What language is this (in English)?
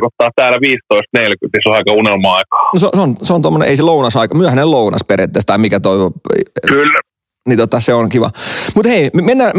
Finnish